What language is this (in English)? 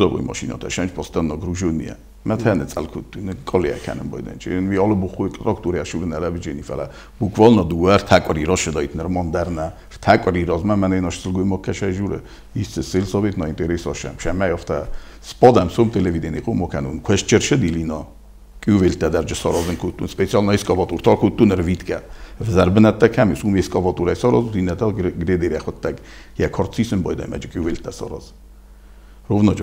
Ossetic